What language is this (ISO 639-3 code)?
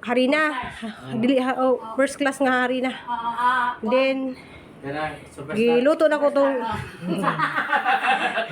ceb